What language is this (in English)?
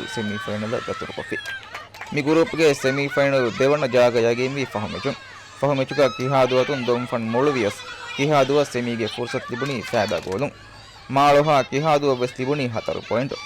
Divehi